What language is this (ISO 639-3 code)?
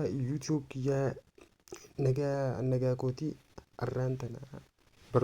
orm